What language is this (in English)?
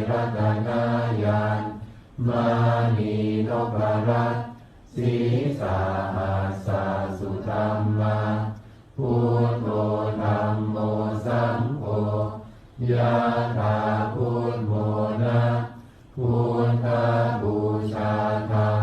Pali